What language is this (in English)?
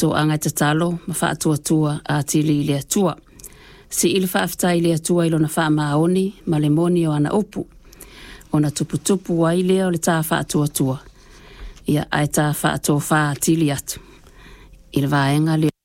Samoan